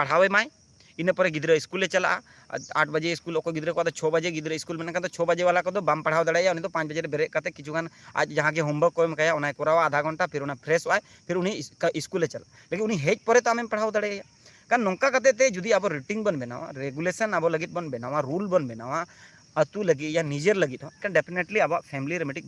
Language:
Santali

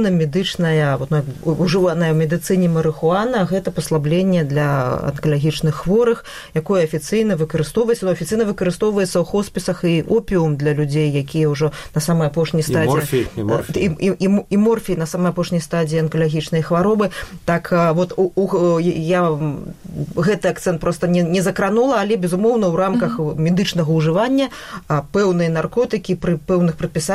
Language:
Belarusian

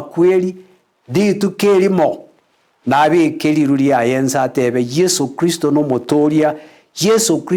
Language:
Gusii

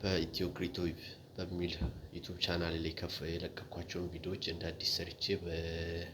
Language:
Amharic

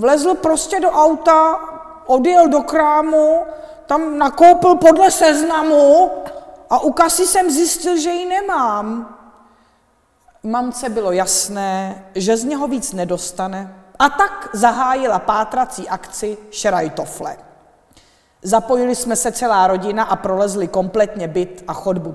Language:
Czech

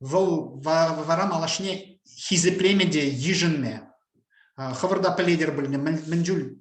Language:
Chuvash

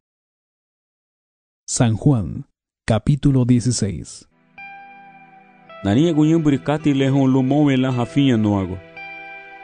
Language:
Garifuna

